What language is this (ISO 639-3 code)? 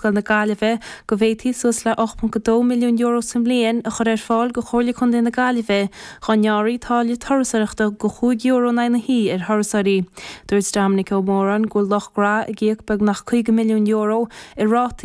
gle